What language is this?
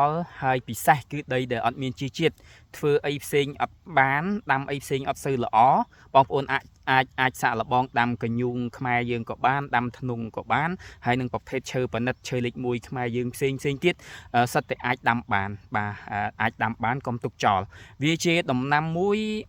Khmer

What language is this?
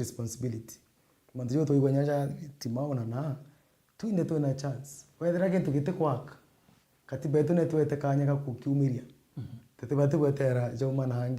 Meru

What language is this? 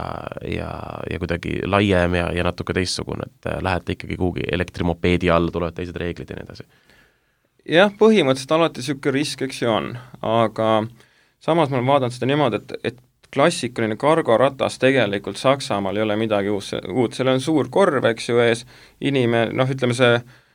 Estonian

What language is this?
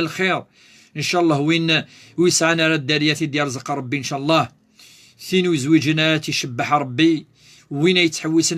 Kabyle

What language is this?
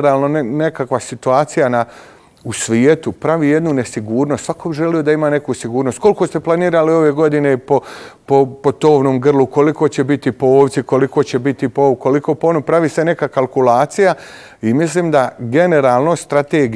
Bosnian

